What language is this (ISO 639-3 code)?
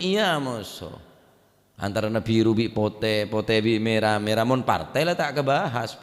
mad